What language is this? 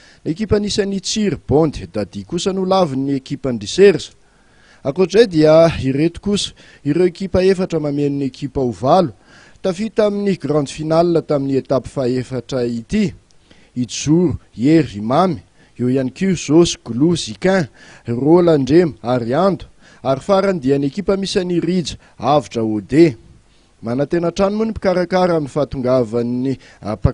Malagasy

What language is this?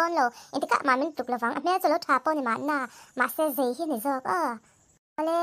Mizo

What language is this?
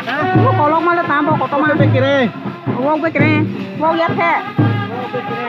Kok Borok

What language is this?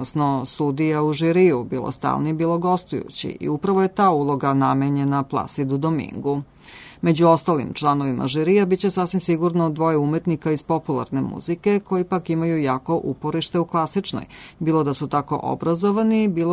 Serbian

